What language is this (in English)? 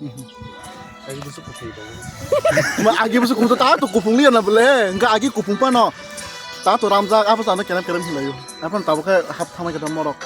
Kok Borok